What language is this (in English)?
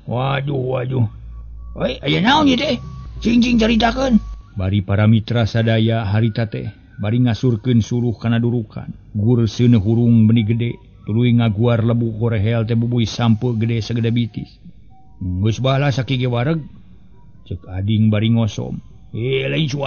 Sundanese